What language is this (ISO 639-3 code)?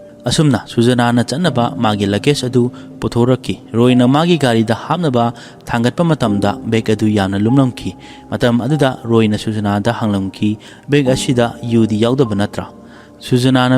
mni